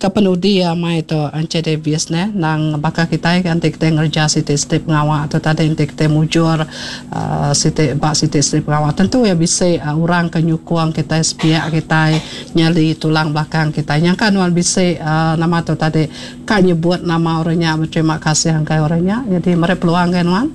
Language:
Iban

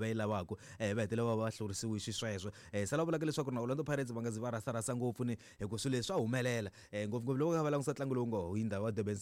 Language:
Tsonga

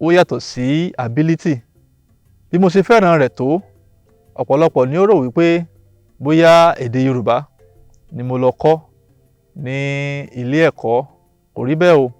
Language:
Yoruba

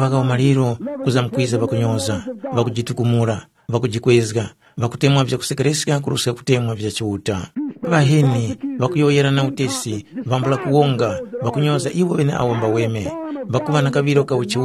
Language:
Tumbuka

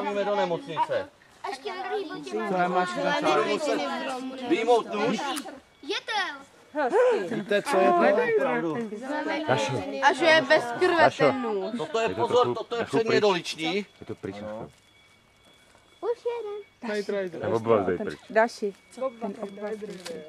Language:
Czech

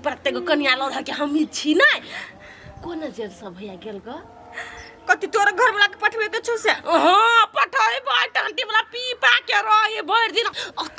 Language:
Maithili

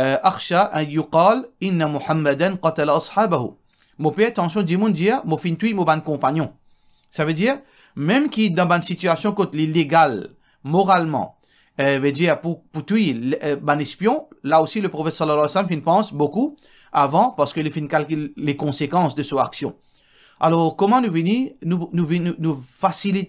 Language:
Morisyen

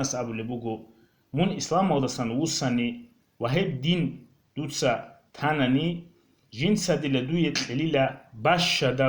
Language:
Avaric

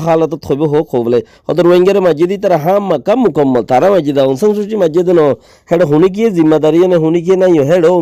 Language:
Rohingya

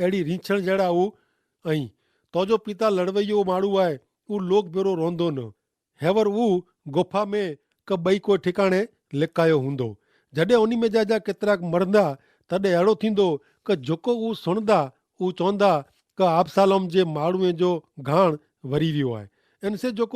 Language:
Kachhi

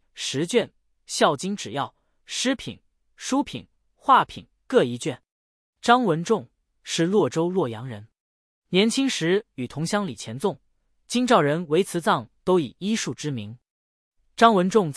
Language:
Chinese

